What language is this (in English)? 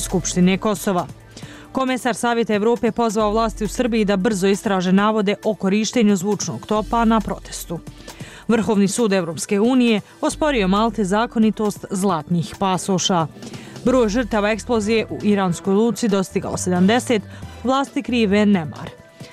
Bosnian